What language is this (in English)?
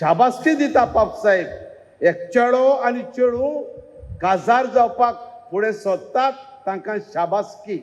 Konkani